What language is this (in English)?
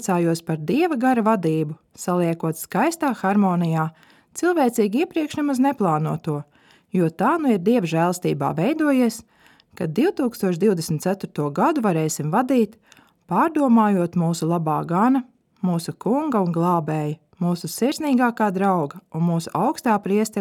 Latvian